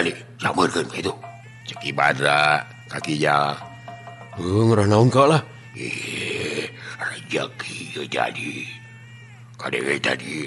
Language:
Sundanese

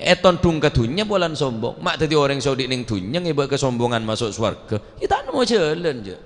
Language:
Madurese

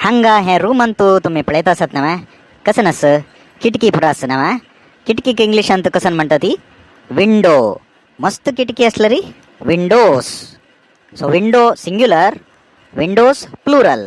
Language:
Konkani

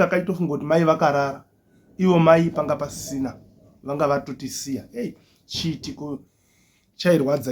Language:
Shona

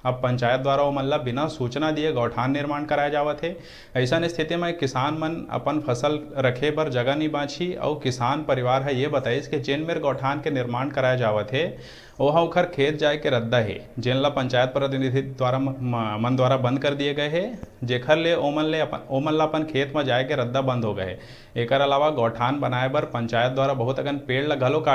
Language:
Chhattisgarhi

